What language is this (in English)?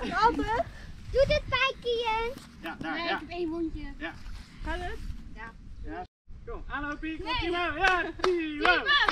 Dutch